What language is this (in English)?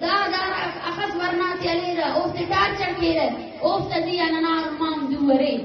Eastern Balochi